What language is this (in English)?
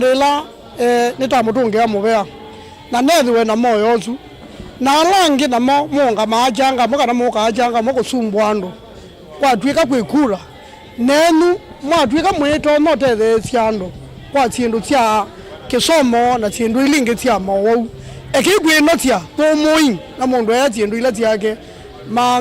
Kamba